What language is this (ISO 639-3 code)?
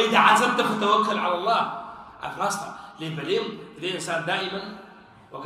kur